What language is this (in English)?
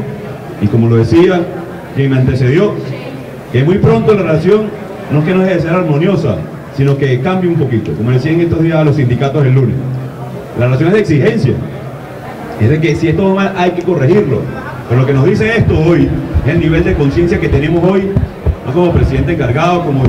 Spanish